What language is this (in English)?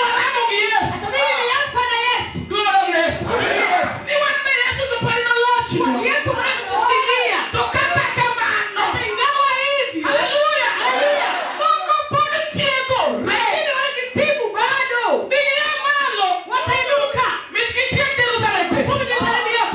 Luo (Kenya and Tanzania)